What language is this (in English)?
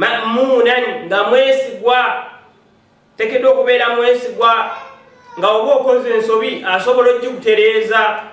Ganda